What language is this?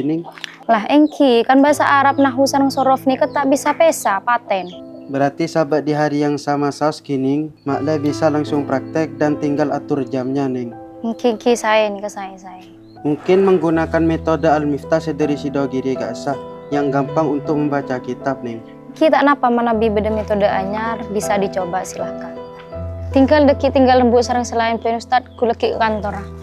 Madurese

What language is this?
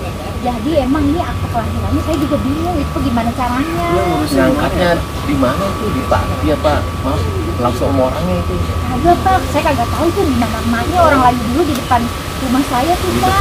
Betawi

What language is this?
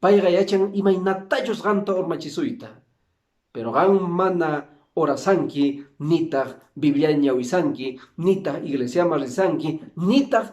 Quechua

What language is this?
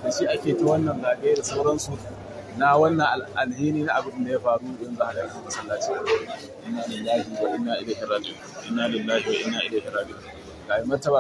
Hausa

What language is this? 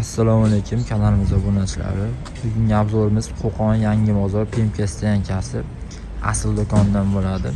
Uzbek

